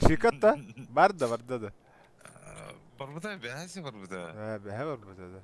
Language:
Yakut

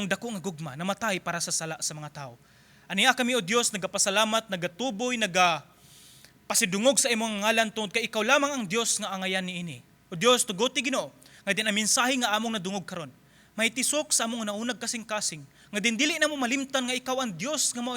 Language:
Cebuano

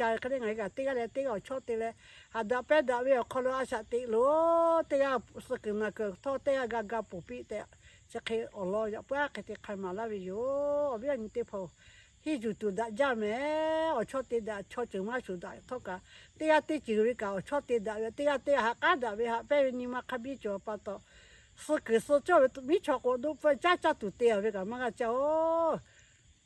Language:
Lahu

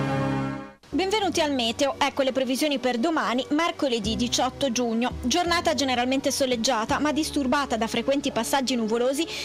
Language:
Italian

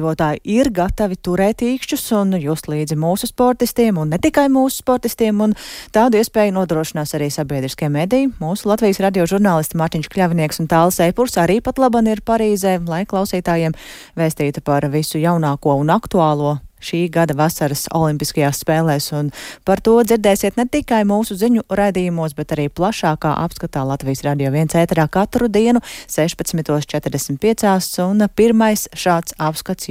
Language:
Latvian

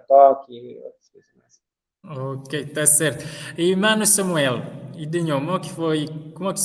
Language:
Kabuverdianu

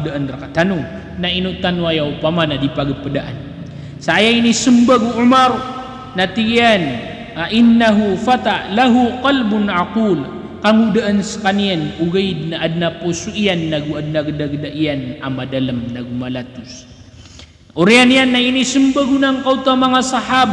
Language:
Maranao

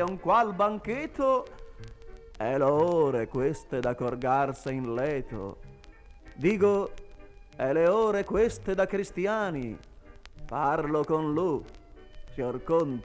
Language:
Venetian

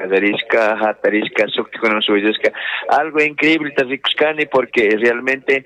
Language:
Chimborazo Highland Quichua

